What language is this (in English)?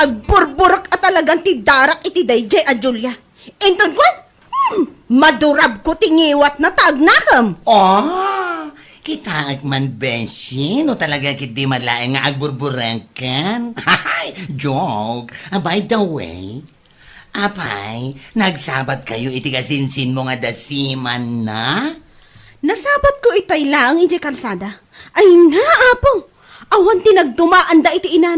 Iloko